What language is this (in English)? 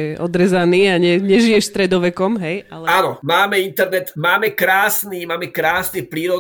Slovak